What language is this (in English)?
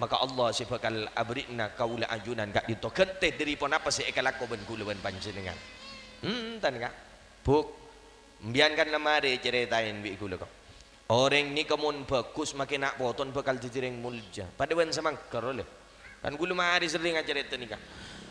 Madurese